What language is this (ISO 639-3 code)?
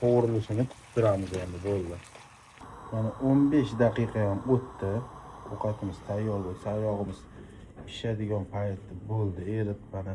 uzb